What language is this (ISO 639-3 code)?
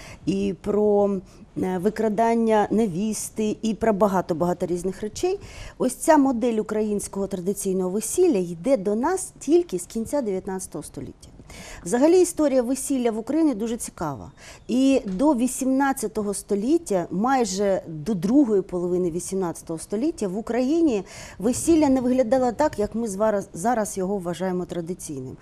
ukr